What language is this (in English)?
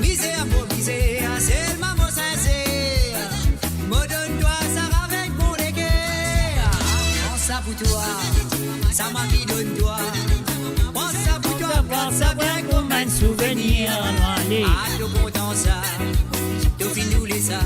Morisyen